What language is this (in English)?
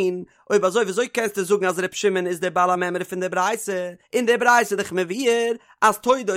Yiddish